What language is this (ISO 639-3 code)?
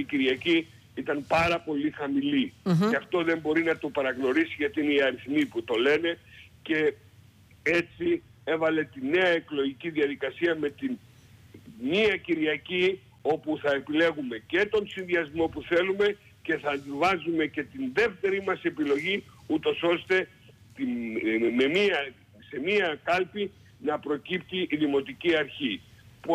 ell